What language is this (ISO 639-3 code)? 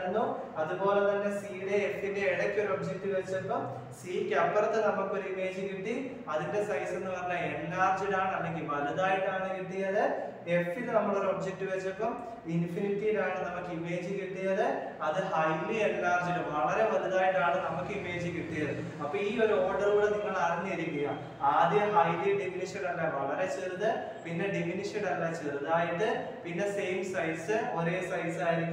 mal